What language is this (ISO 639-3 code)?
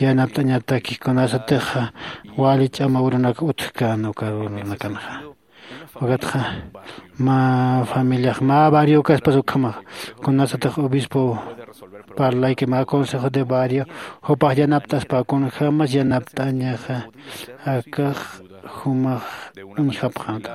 aym